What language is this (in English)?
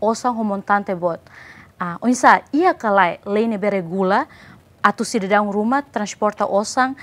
Tetum